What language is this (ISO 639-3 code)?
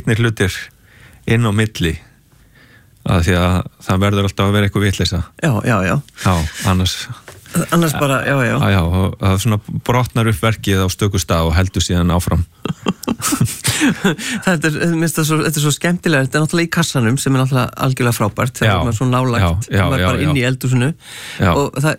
isl